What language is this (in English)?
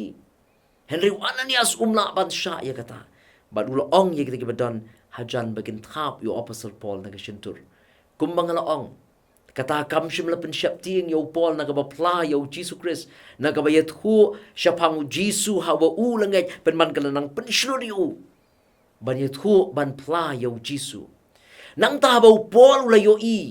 Khasi